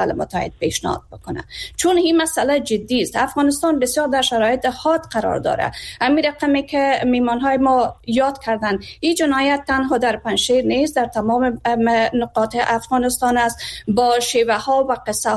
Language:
Persian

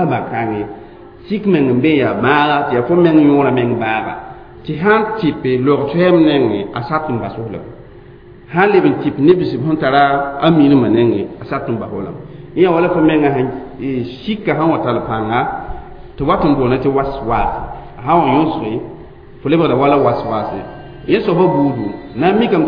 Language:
Mossi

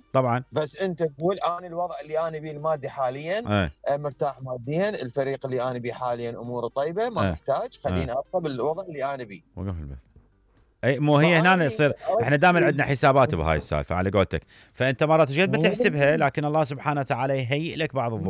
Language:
Mesopotamian Arabic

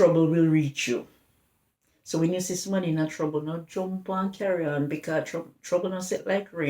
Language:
Jamaican Creole English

